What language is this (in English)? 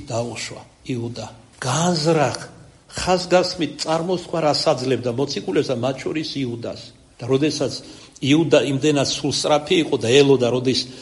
Georgian